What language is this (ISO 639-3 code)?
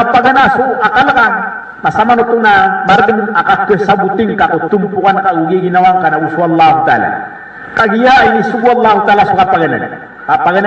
mrw